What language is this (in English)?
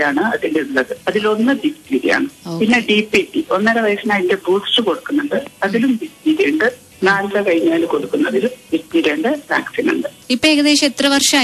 Malayalam